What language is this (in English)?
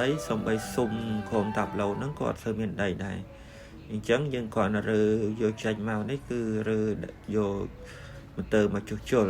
Khmer